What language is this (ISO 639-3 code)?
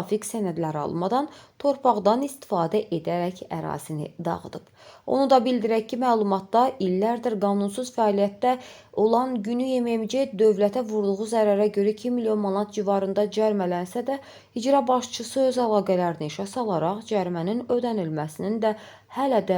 aze